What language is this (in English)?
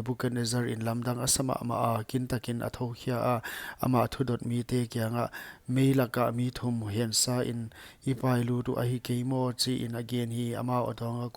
Paite Chin